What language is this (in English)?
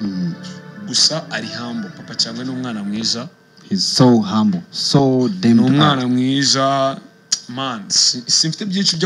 Kinyarwanda